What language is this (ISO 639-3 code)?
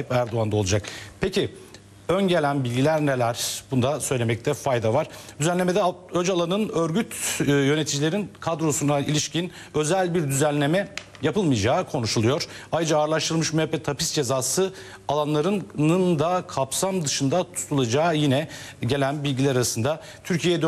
tur